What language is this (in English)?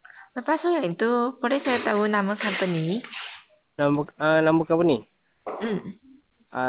Malay